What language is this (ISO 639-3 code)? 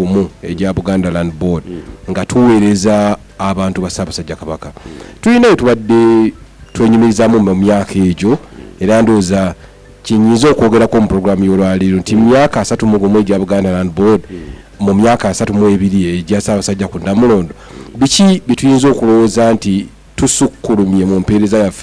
lug